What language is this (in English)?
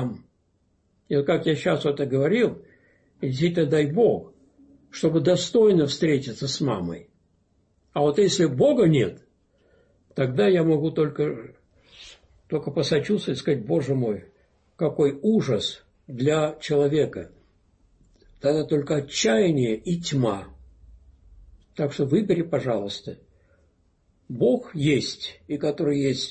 Russian